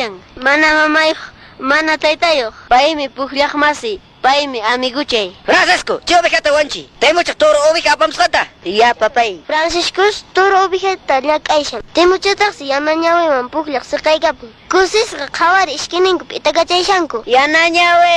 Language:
Quechua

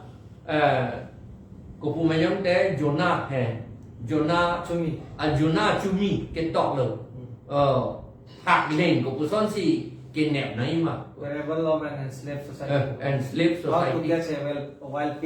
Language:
Karbi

